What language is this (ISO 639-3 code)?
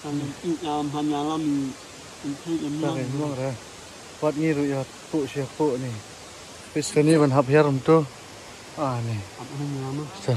kha